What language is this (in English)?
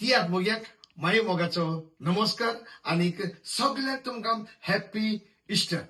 Konkani